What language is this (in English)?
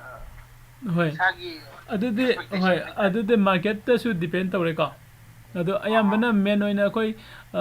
Manipuri